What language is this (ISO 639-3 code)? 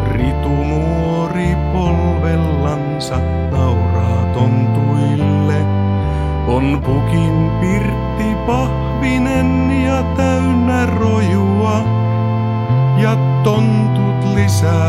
fin